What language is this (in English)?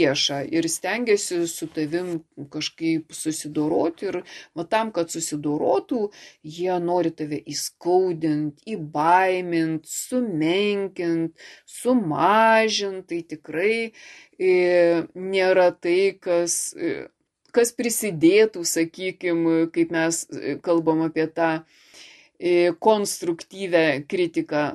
Lithuanian